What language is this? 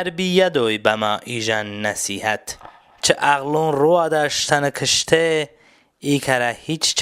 Talysh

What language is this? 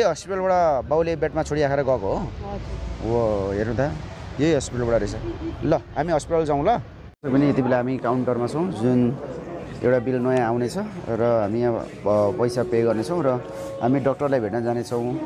Nepali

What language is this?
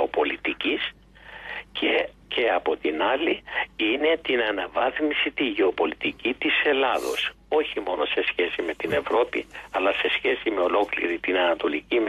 Greek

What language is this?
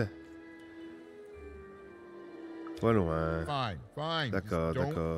French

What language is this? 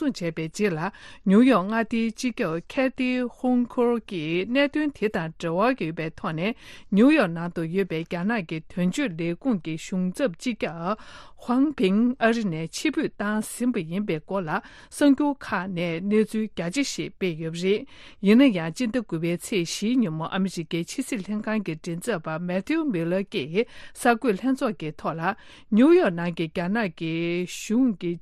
Tibetan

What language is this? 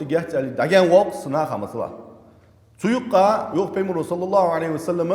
Ingush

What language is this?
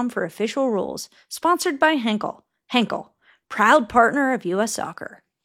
English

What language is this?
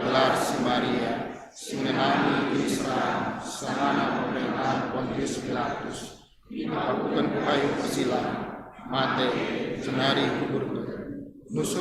Batak Karo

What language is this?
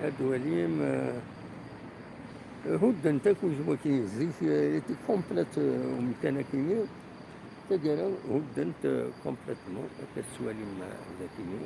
Kabyle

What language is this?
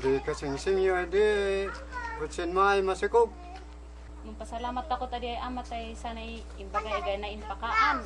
Kankanaey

